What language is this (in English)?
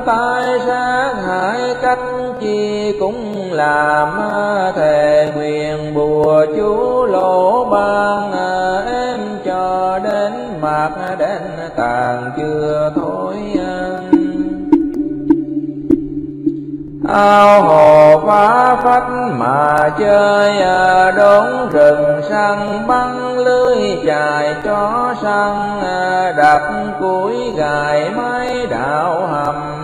Vietnamese